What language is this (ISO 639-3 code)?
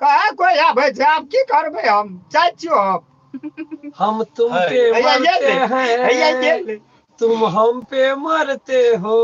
mai